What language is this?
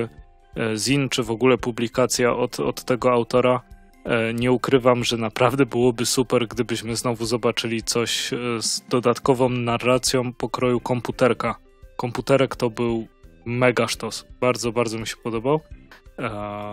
Polish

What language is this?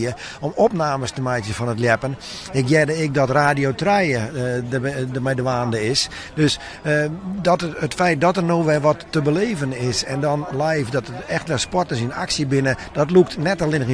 Western Frisian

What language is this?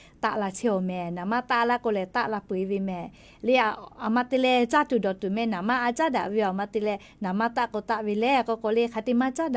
Lahu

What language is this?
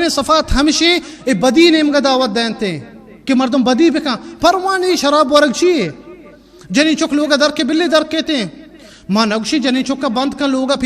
Baluchi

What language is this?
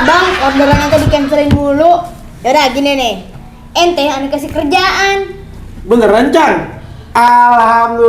Betawi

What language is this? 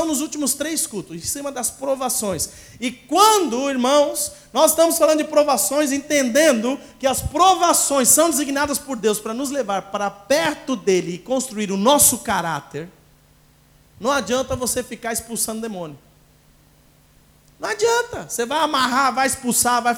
Portuguese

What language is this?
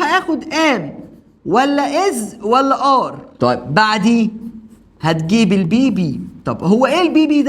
Egyptian Arabic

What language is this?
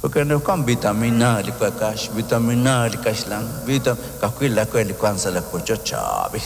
Kekchí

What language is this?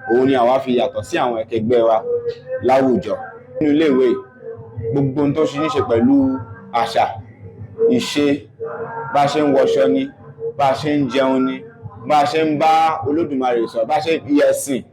Yoruba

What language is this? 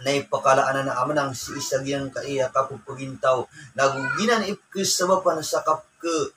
Maranao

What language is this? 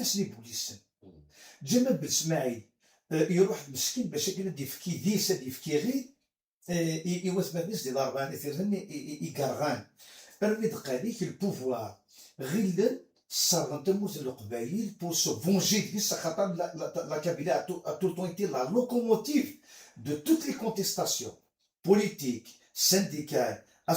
Kabyle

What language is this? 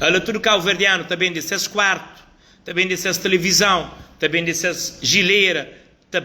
Kabuverdianu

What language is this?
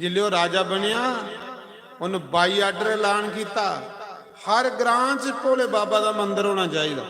Dogri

